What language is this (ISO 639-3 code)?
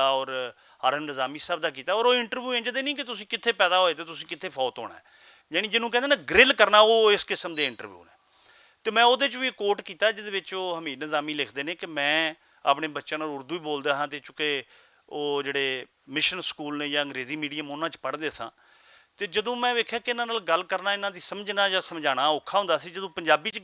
lah